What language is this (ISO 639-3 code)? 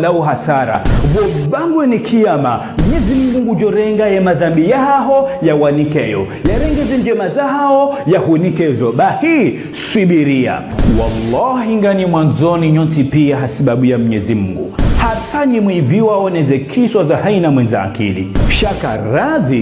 zdj